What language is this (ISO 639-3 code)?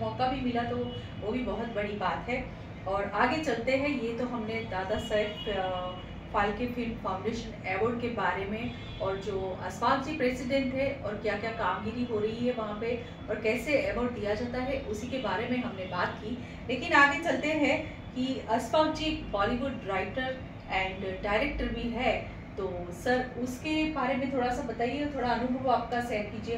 hin